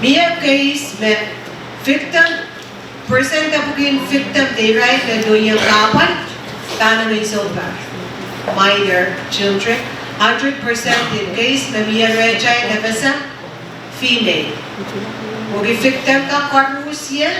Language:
Pohnpeian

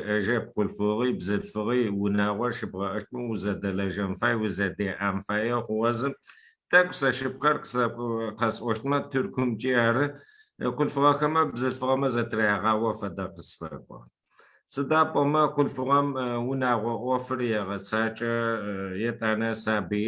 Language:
Adyghe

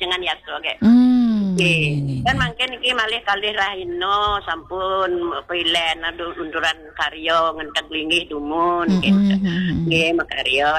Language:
Balinese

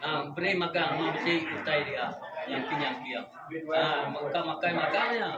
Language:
Iban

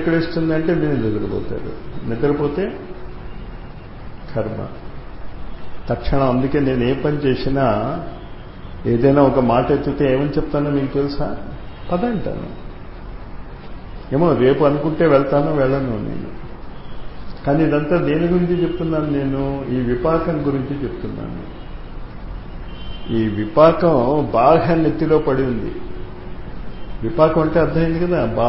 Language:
Telugu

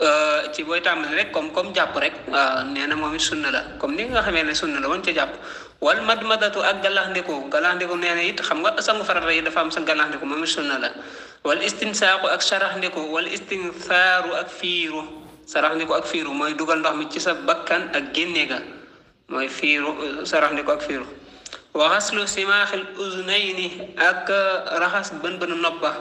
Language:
Wolof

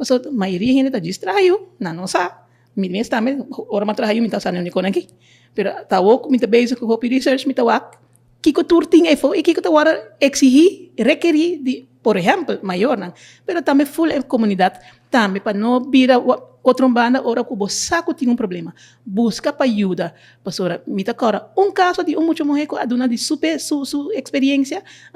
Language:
Papiamento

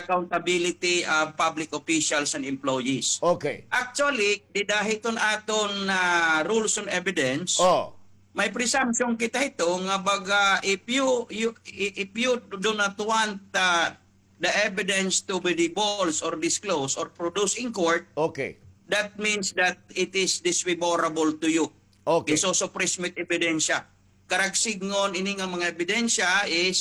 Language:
Waray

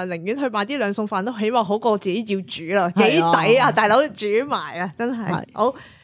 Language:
Cantonese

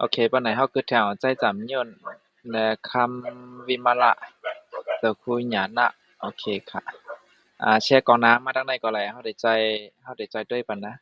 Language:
Shan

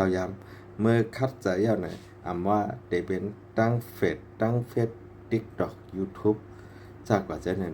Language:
Shan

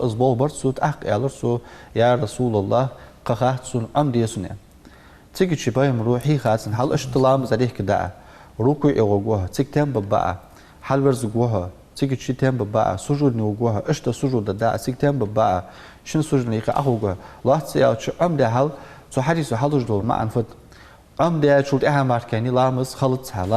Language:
Ingush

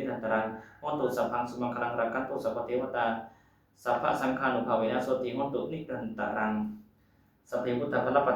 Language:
Pali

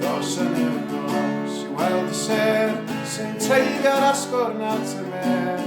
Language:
Welsh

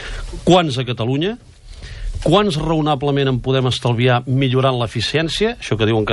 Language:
Catalan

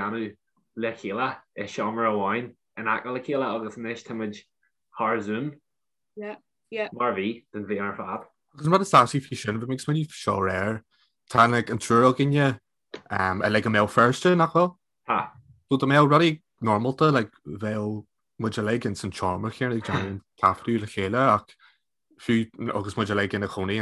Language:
Irish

